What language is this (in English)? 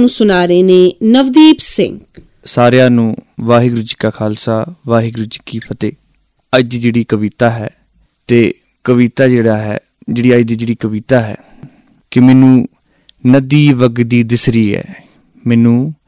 Punjabi